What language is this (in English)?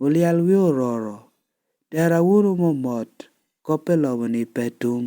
Lango (Uganda)